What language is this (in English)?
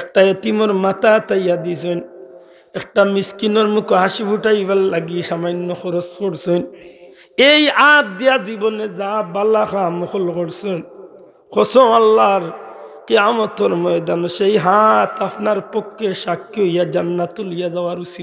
Sylheti